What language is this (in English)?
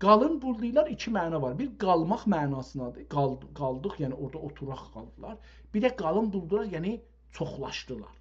South Azerbaijani